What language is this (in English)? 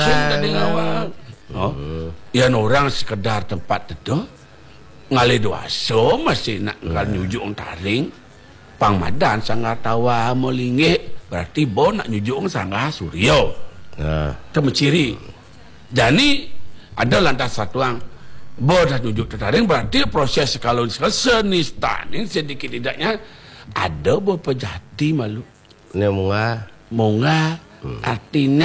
Balinese